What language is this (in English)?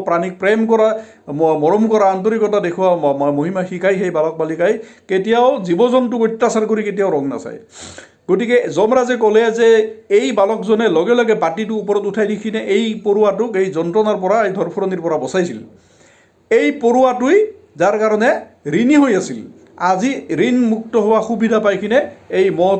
Assamese